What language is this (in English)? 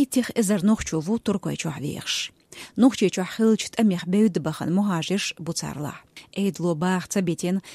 Chechen